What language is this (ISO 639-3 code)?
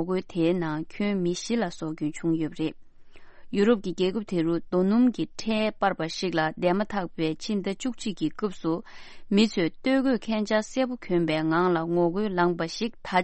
bod